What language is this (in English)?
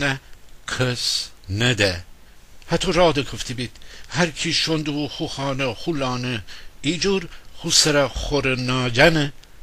Gilaki